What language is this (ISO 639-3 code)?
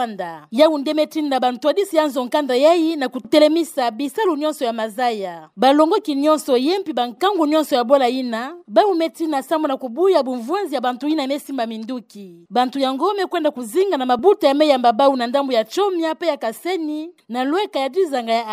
ktu